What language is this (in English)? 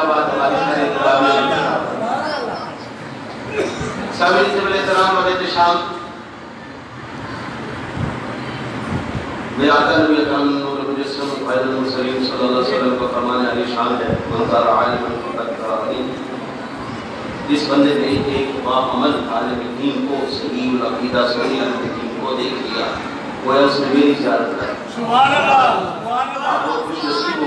Urdu